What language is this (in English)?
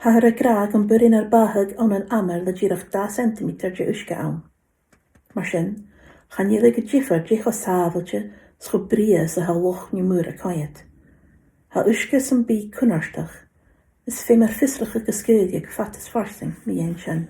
Scottish Gaelic